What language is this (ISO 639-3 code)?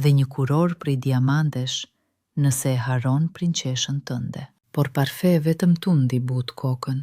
sqi